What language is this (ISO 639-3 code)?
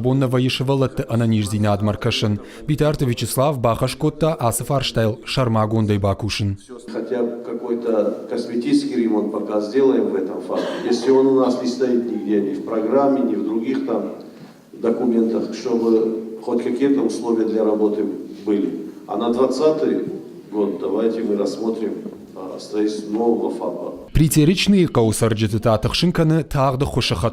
oss